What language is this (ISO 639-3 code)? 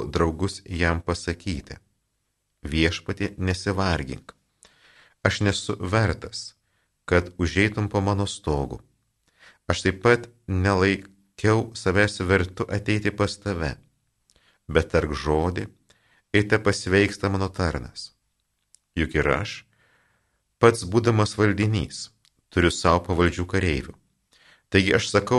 lit